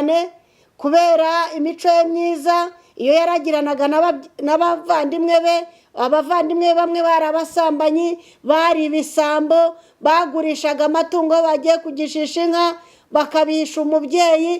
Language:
Kinyarwanda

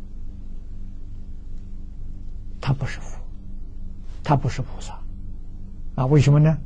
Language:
Chinese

